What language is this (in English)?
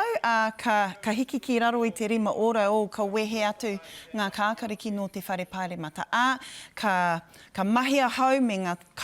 Māori